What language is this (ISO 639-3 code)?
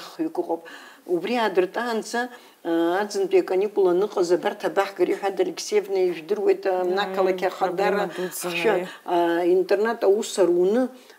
abk